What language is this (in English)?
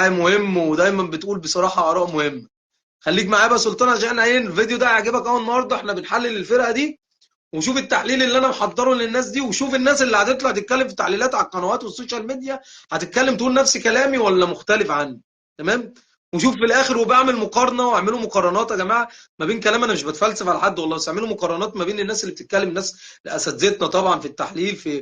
Egyptian Arabic